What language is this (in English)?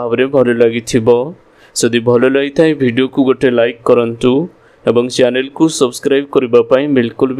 Odia